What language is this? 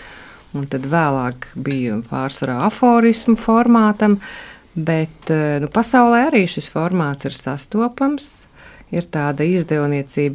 Latvian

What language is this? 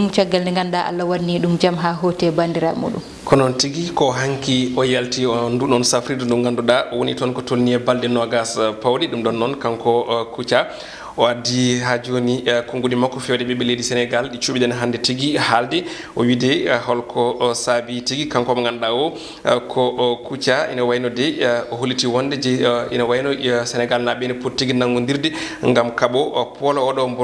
Fula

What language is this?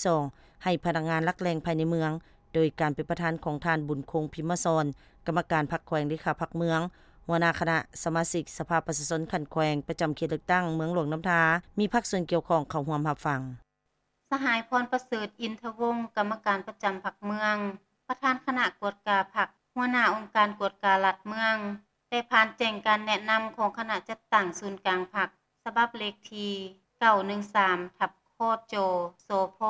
Lao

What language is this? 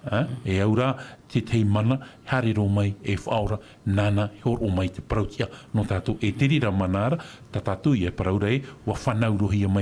Tahitian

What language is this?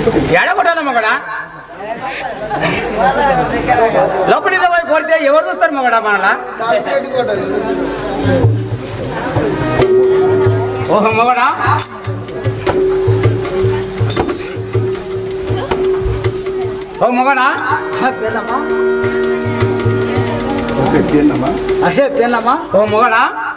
Telugu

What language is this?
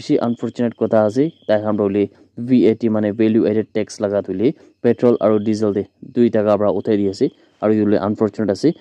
Naga Pidgin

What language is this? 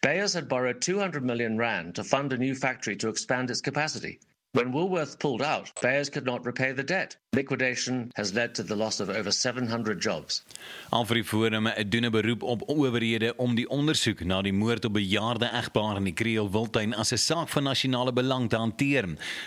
Afrikaans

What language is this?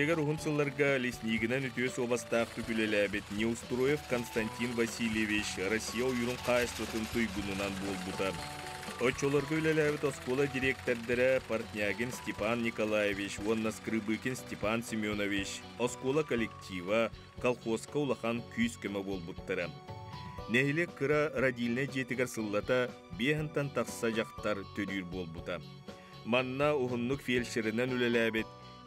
Yakut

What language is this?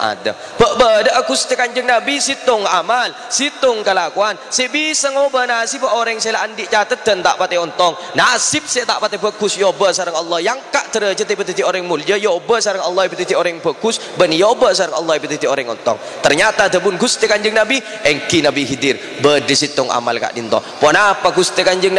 Madurese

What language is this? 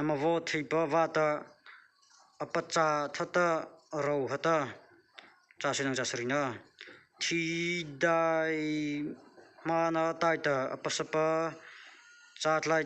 Mara Chin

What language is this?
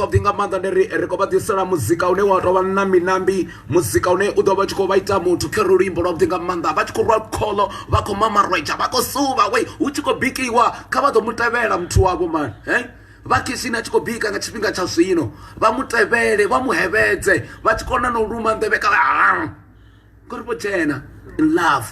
Venda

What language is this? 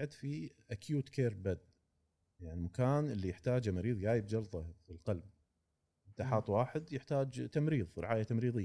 Gulf Arabic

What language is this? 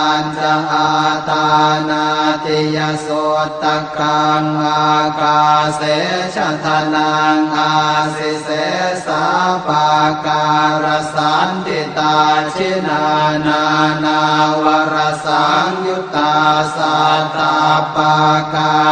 Pali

